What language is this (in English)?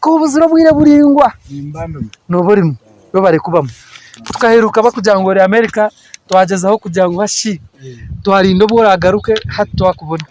Nyankole